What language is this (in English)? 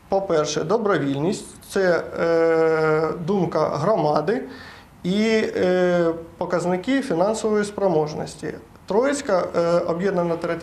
Ukrainian